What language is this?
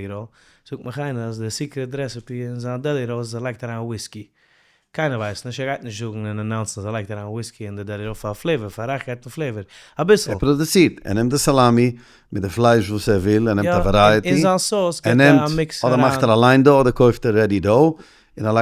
Yiddish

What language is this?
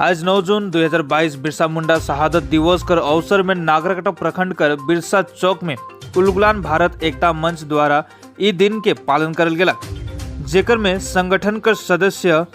Sadri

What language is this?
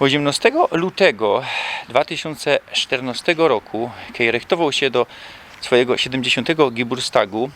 Silesian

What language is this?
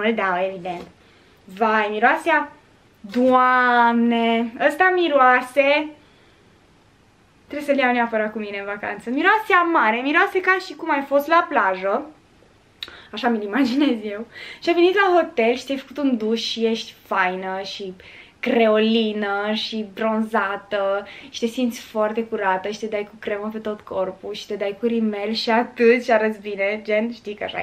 Romanian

